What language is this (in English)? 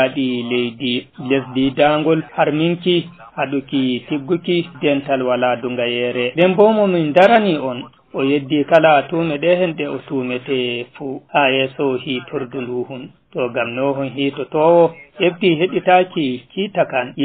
Fula